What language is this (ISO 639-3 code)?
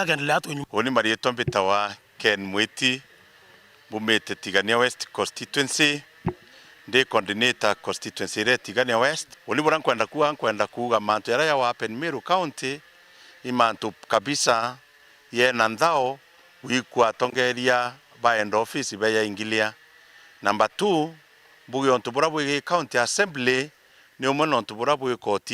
mer